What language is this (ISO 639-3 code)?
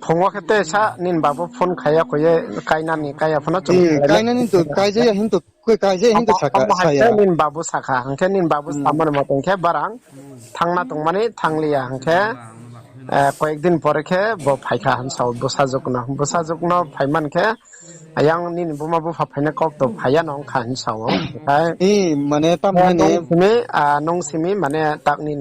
ria